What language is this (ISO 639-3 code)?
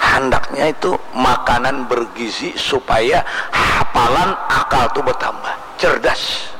bjn